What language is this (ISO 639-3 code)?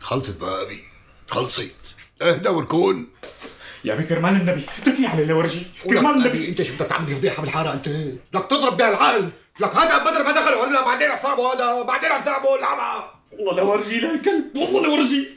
arz